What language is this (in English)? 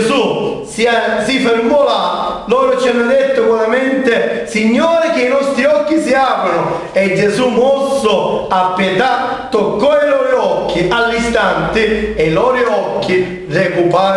Italian